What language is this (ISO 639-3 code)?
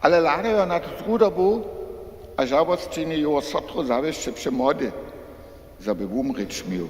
hsb